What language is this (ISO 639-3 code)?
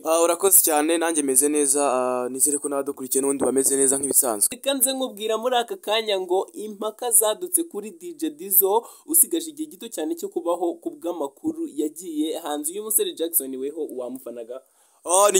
kin